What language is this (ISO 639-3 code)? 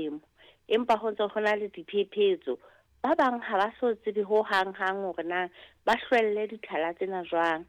sot